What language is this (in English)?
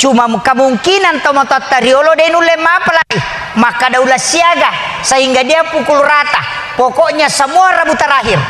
Buginese